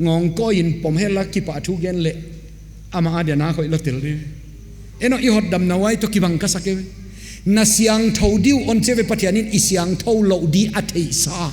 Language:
Paite Chin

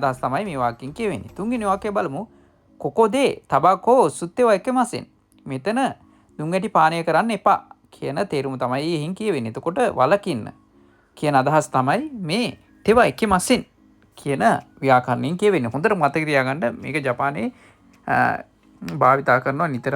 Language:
Sinhala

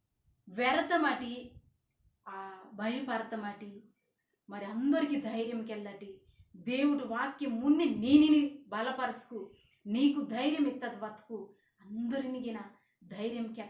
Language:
Koya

